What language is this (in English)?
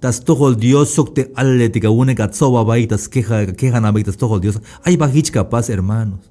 Tzeltal